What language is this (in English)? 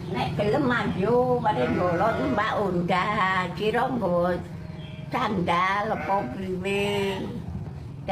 Javanese